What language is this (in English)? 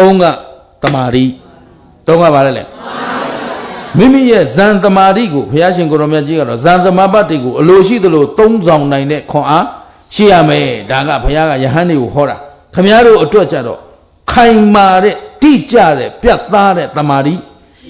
Burmese